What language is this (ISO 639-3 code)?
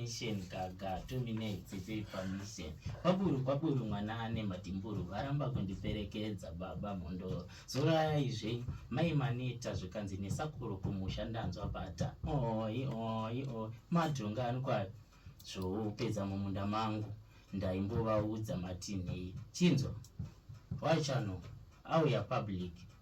sna